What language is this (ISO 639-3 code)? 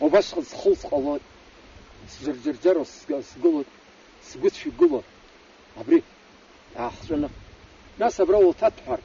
abk